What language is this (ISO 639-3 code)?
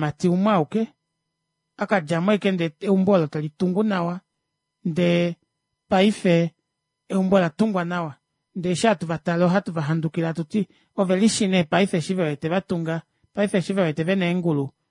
kua